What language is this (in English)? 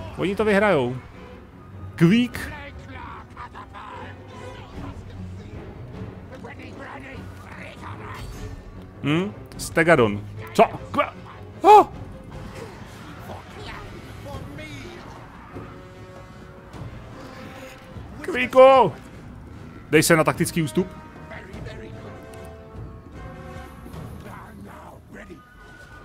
Czech